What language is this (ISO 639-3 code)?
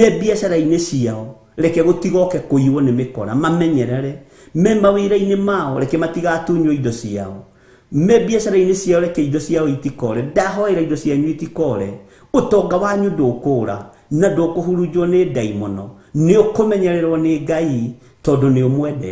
kik